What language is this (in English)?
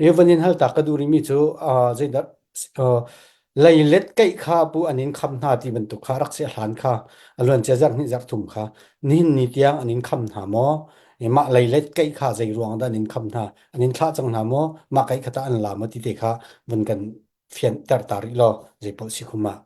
Hakha Chin